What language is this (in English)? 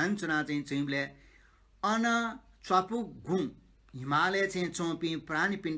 Newari